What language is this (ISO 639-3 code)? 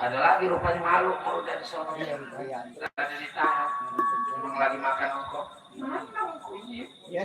bew